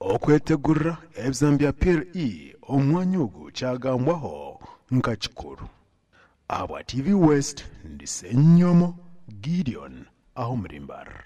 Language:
Nyankole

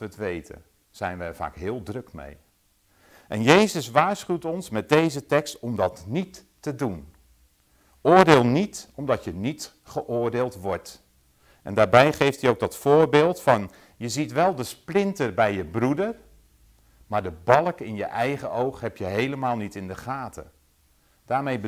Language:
Dutch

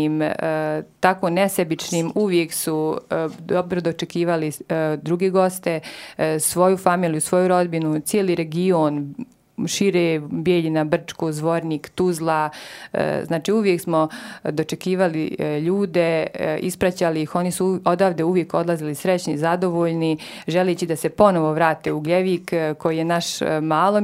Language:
Croatian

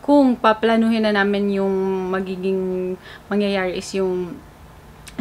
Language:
Filipino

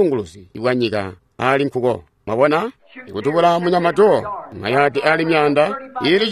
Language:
Tonga (Zambia)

